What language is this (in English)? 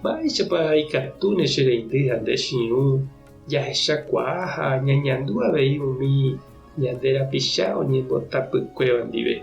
Guarani